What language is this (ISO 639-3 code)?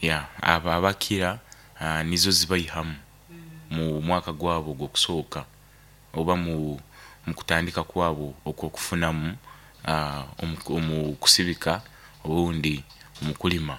nyo